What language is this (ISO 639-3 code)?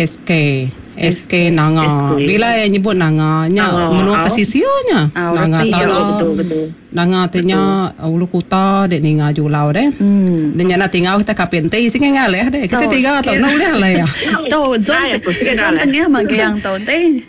iba